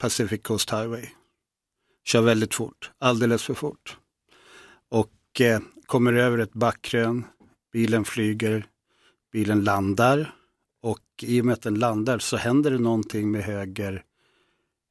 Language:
Swedish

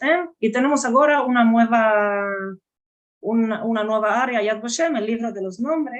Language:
Ladino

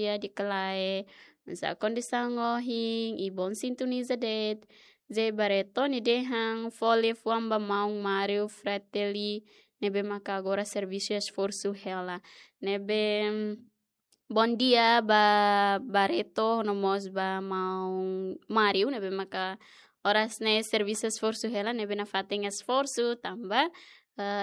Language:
Tetum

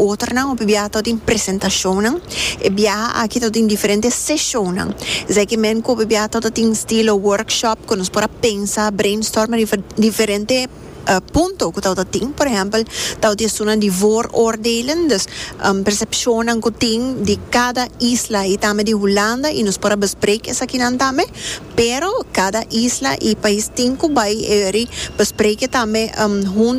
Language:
Papiamento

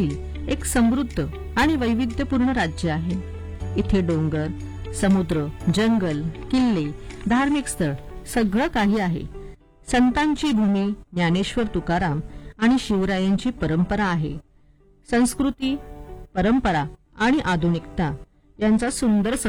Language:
Marathi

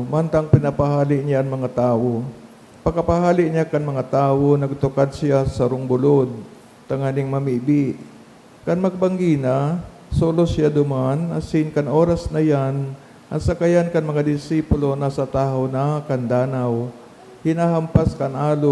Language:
Bikol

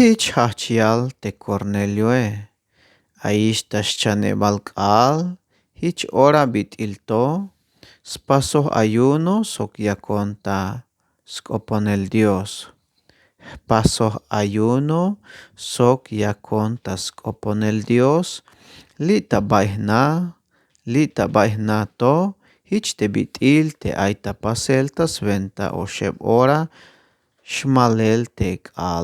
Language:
Tzeltal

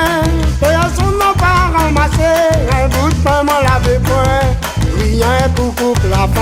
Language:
Réunion Creole French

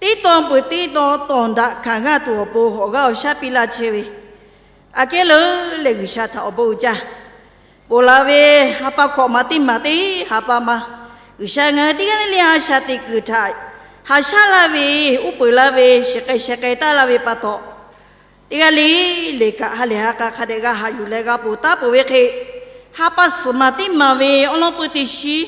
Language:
Lahu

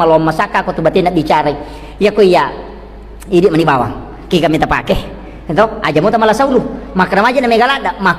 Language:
Buginese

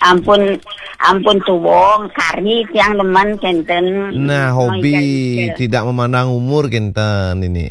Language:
Balinese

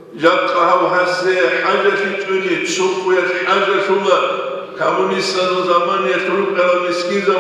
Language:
Avaric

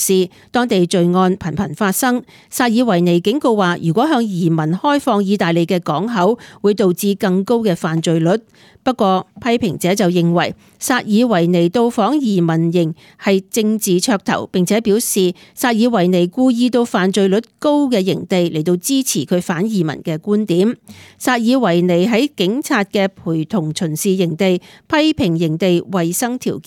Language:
Cantonese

